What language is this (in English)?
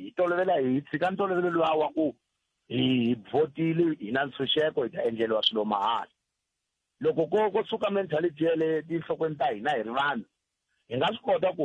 Tsonga